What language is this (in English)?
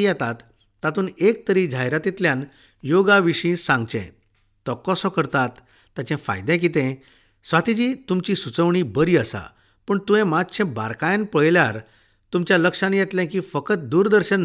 Konkani